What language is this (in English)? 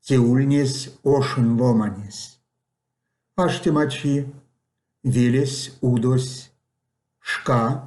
Erzya